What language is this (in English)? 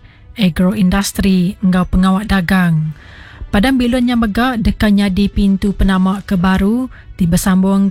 Iban